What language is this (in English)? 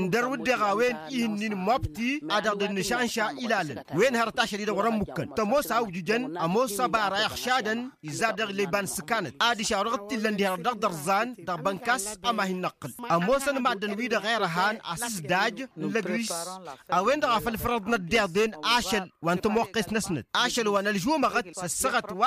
Tamasheq